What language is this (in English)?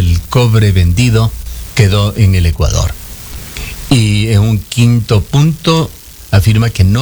Spanish